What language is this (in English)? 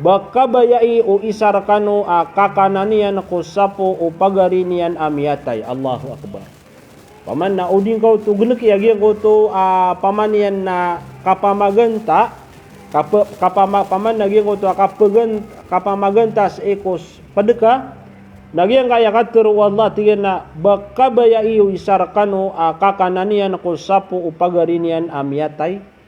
Maranao